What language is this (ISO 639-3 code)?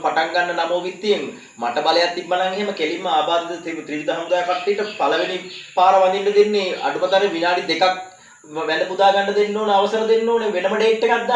sin